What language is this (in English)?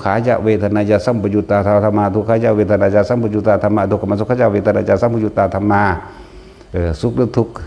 Northeastern Thai